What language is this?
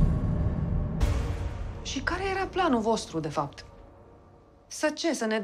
Romanian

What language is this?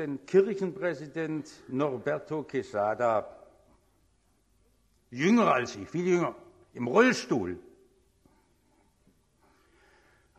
German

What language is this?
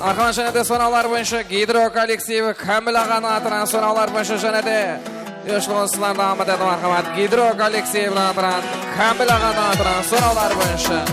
Kara-Kalpak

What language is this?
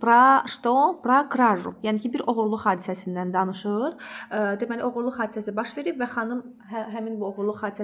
Azerbaijani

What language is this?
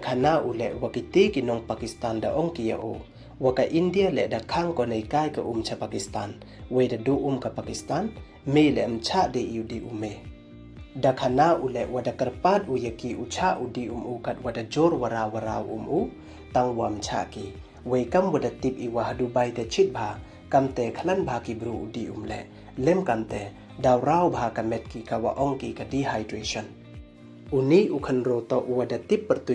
Pnar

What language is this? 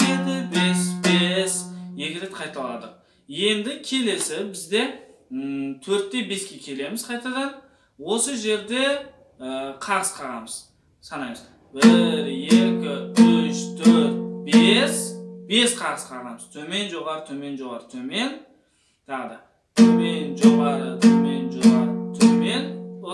Kazakh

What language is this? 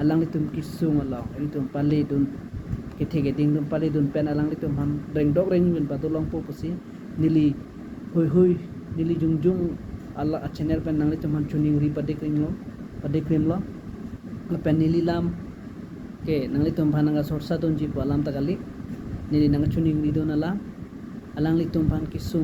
Karbi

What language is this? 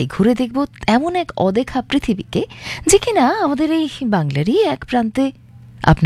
Bangla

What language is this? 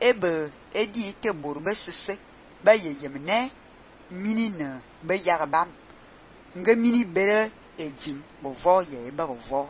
Fang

